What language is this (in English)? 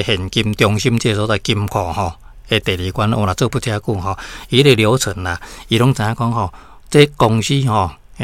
Min Nan Chinese